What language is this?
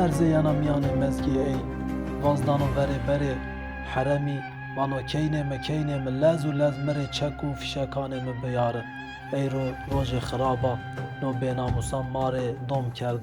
Zaza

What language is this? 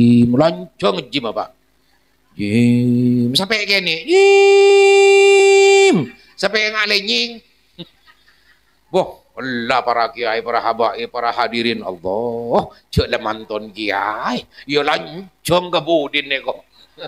Madurese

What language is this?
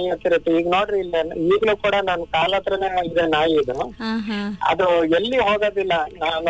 Kannada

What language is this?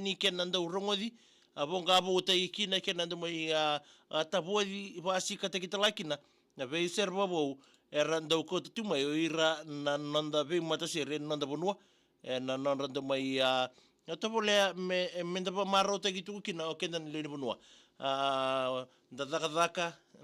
Fijian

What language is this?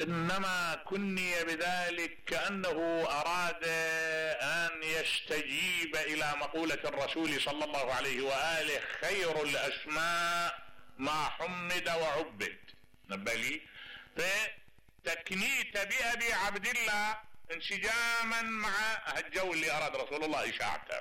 Mesopotamian Arabic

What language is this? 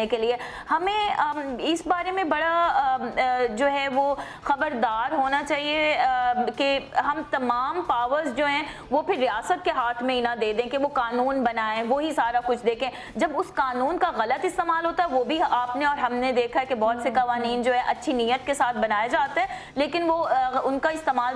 Urdu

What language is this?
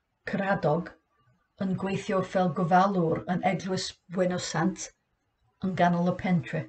Welsh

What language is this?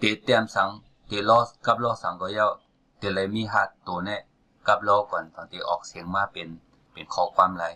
Shan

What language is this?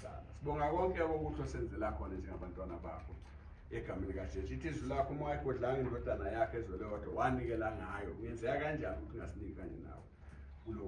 Zulu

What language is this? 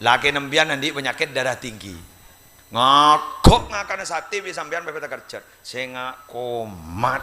Madurese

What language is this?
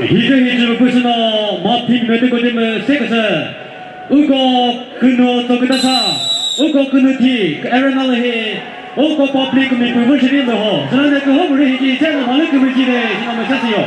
Chokri Naga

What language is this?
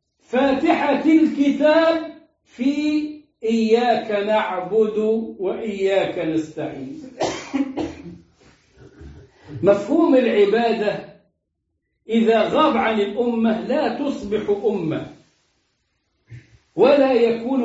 Arabic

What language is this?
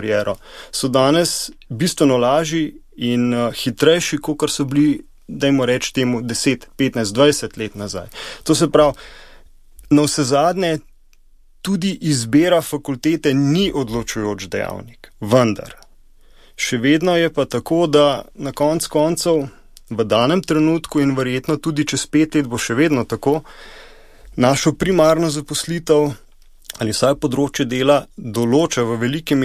Slovenian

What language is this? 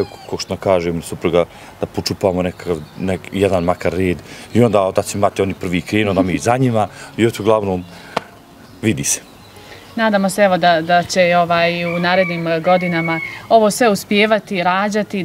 Bosnian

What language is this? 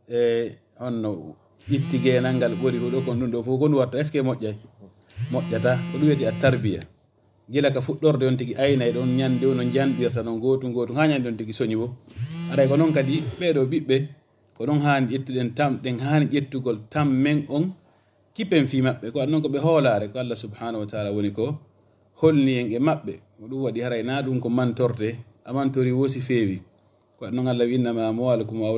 Fula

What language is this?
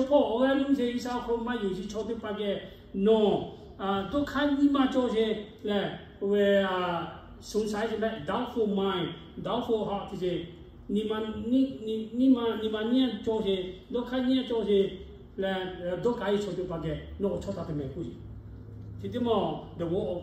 Lahu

